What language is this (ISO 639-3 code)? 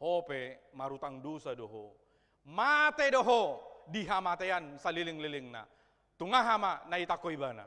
bbc